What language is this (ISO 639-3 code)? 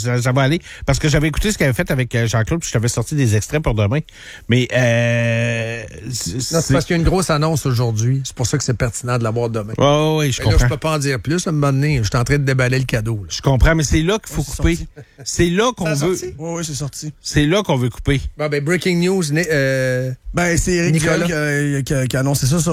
fra